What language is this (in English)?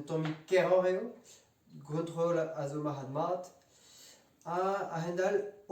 Breton